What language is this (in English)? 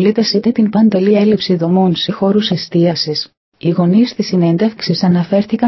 Greek